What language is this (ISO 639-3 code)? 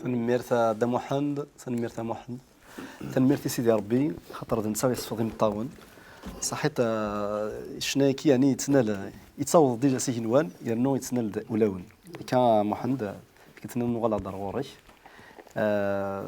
kab